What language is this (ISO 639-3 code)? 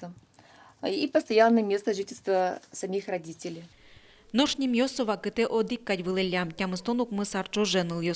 udm